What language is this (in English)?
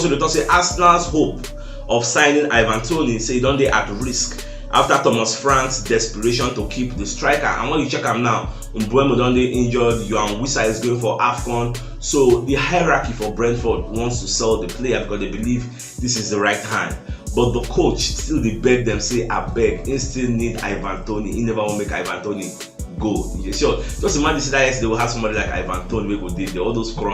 Nigerian Pidgin